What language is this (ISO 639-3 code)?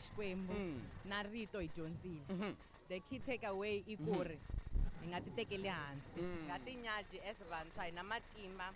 tso